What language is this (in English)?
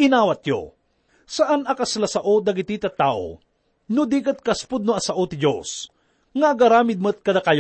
Iloko